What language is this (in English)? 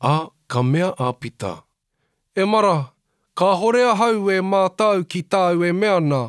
Māori